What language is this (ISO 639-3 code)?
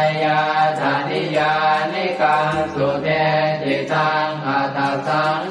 pli